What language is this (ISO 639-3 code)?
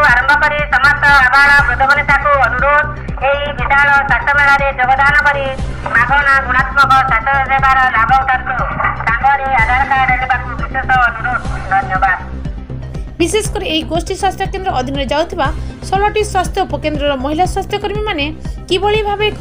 ori